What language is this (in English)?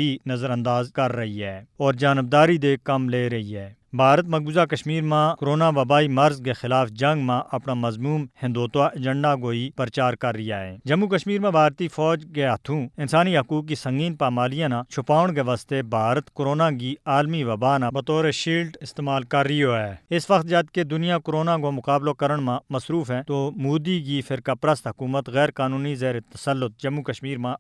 Gujari